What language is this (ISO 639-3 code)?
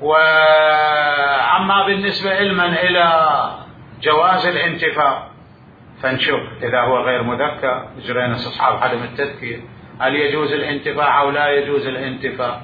acm